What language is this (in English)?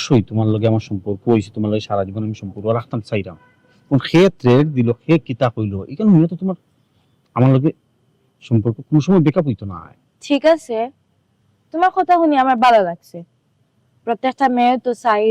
Sylheti